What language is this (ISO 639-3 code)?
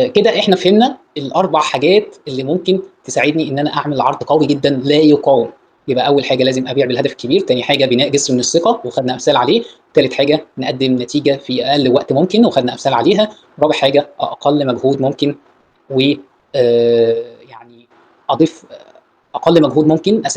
arz